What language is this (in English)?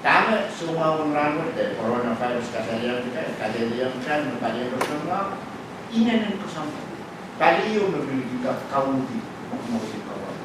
Pohnpeian